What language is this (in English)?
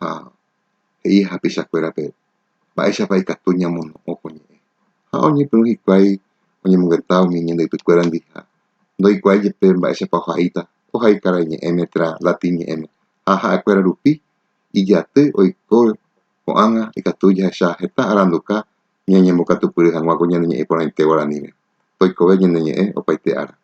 Guarani